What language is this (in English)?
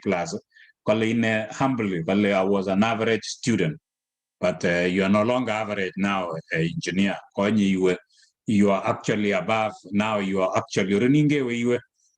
Kalenjin